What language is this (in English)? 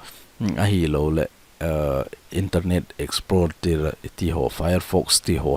Thado Chin